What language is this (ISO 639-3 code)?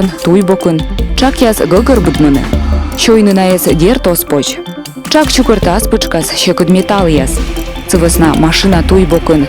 kom